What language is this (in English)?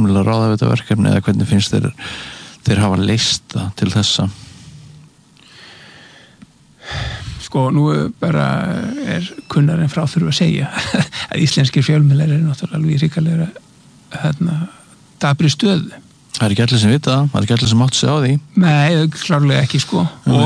Icelandic